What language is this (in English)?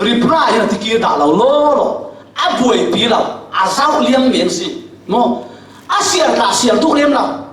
Falam Chin